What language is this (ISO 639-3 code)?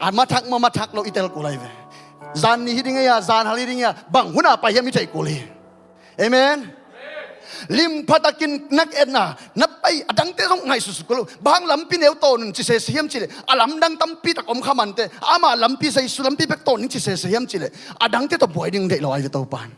ctd